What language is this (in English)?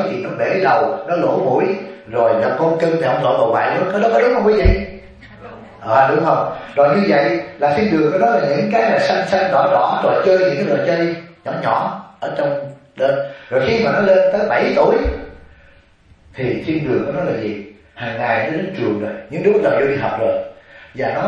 Vietnamese